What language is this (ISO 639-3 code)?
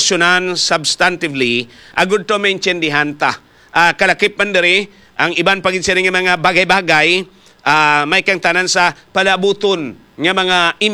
hil